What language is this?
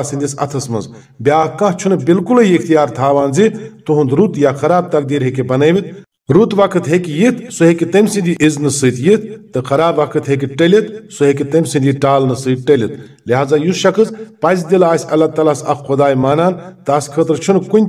Kashmiri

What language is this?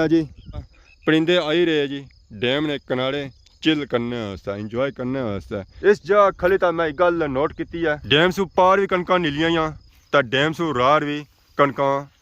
Pahari-Potwari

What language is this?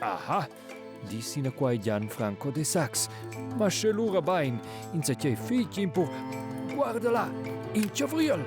Romansh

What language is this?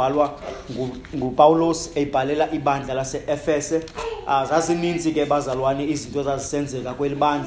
Xhosa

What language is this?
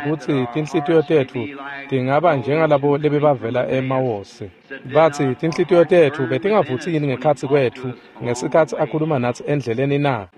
Swati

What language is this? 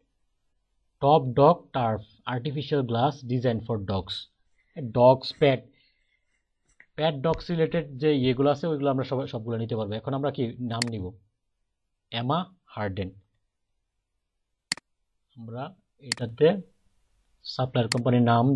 Bangla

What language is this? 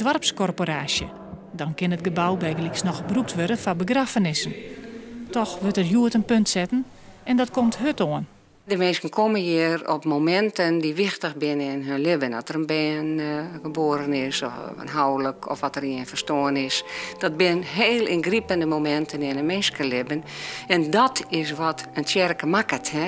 Western Frisian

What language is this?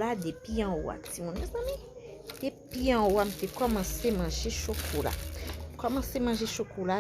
Haitian Creole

